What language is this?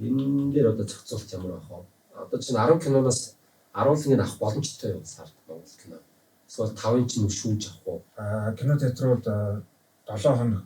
Mongolian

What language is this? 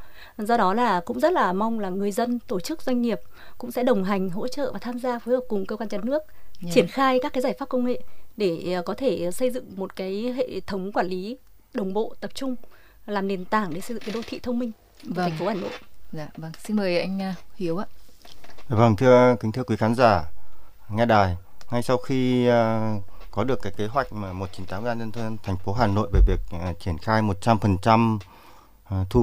Vietnamese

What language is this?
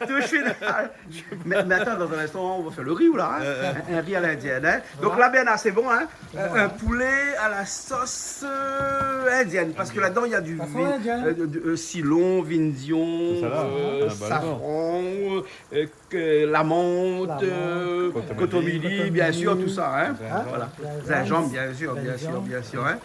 Réunion Creole French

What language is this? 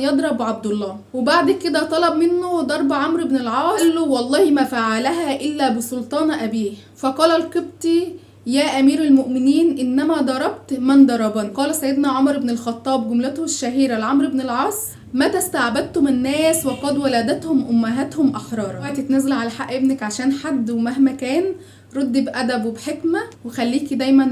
Egyptian Arabic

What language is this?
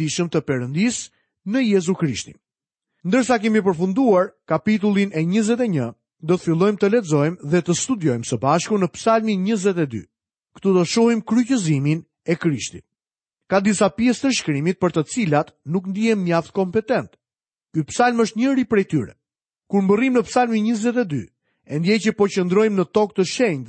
Albanian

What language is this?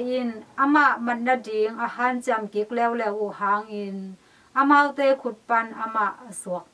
Tedim Chin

